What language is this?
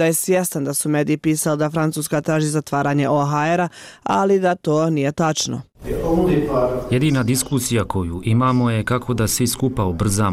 Bosnian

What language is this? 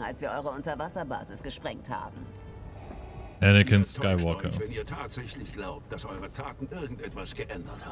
German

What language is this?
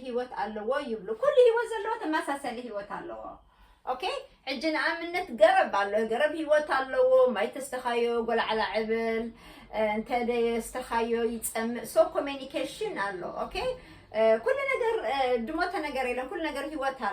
Tigrinya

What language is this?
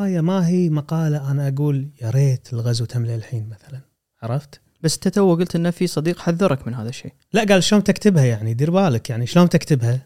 Gulf Arabic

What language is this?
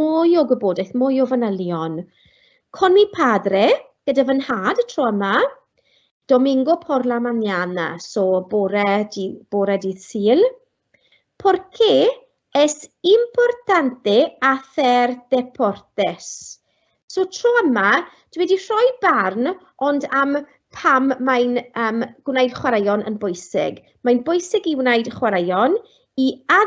Welsh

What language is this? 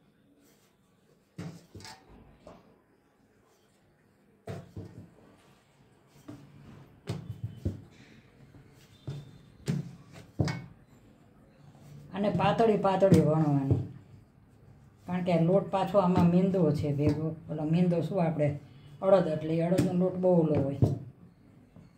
Gujarati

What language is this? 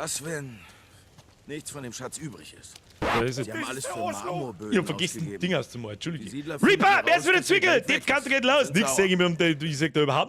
Bavarian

